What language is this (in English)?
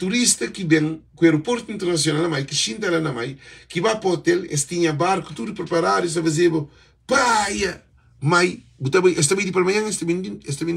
Kabuverdianu